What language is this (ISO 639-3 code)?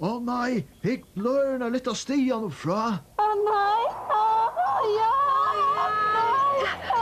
fao